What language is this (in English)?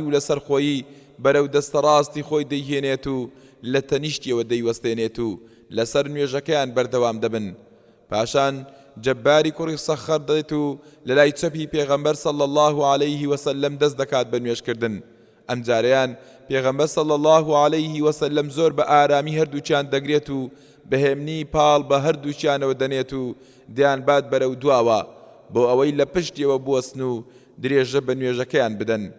Central Kurdish